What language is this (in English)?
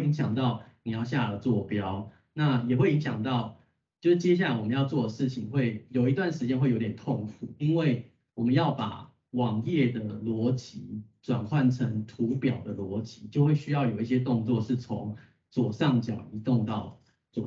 Chinese